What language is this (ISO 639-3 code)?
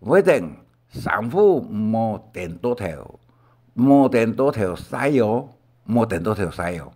hak